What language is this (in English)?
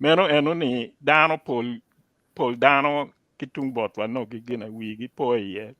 Acoli